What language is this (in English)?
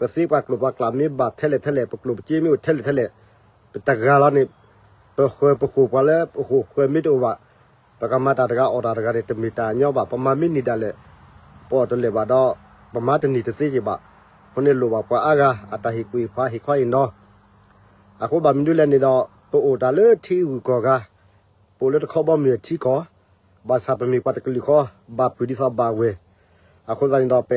S'gaw Karen